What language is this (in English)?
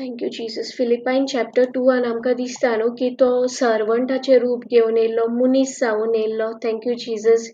Konkani